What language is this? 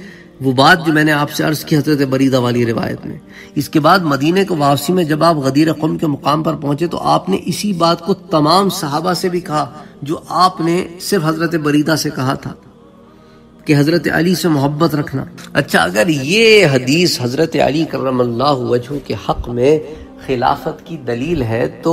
Urdu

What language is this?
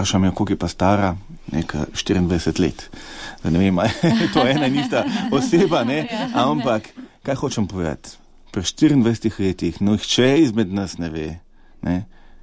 Slovenian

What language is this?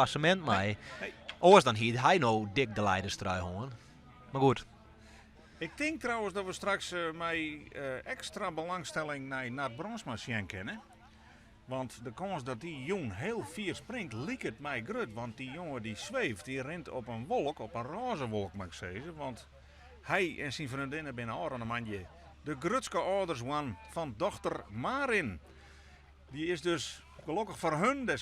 Western Frisian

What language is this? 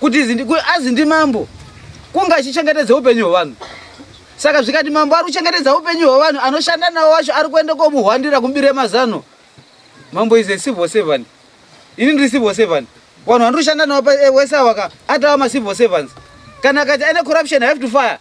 Shona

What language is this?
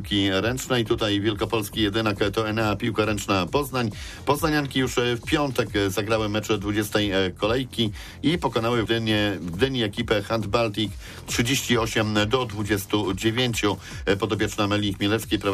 Polish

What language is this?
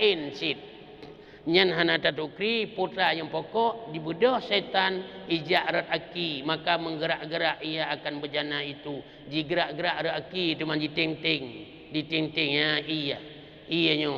Achinese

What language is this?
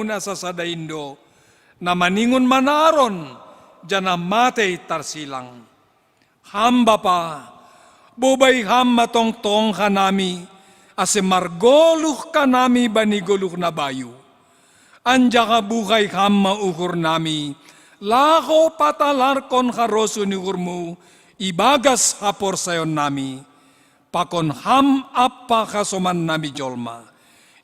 Batak Simalungun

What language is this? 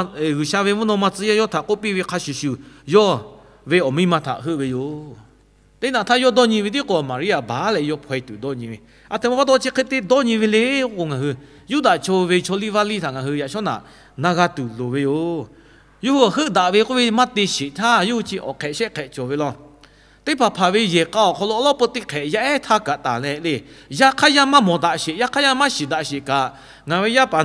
Lahu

